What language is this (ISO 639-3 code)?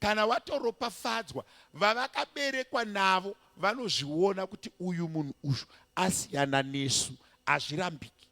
sna